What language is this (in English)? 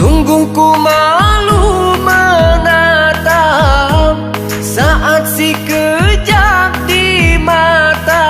Achinese